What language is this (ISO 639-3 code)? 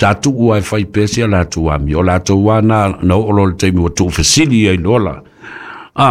smo